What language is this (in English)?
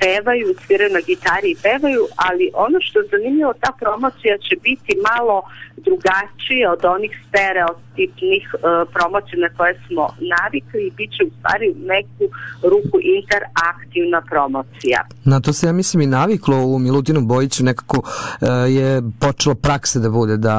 Serbian